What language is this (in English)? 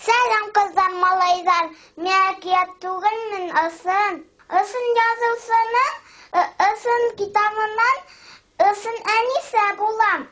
Bashkir